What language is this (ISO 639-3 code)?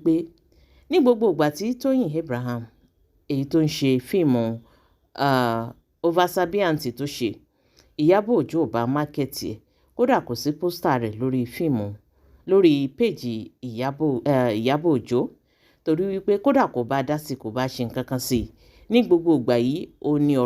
yor